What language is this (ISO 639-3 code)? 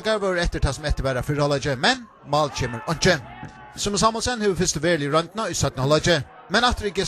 fao